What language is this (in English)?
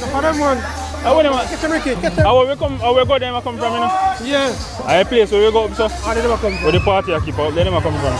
Jamaican Creole English